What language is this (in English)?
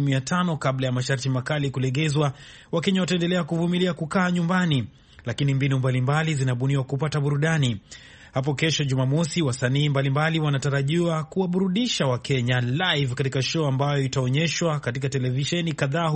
Swahili